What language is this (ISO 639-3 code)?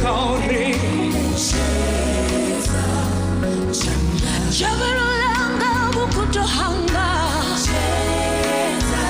ven